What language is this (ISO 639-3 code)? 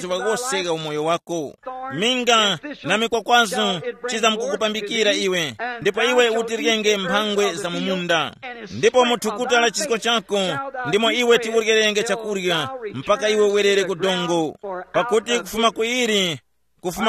tum